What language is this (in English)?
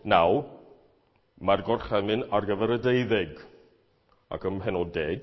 Welsh